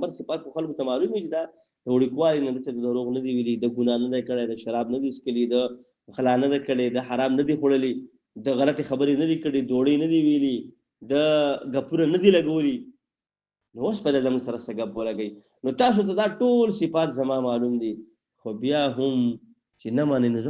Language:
Pashto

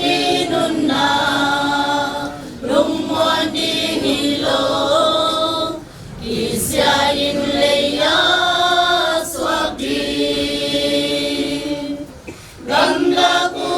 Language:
Tedim Chin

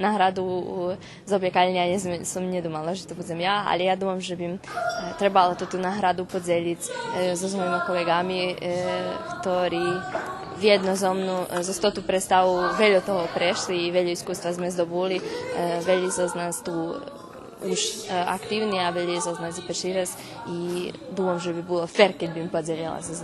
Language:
Rusyn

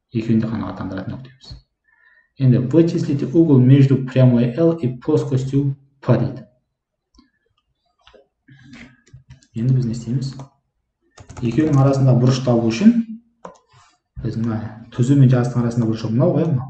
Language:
Kazakh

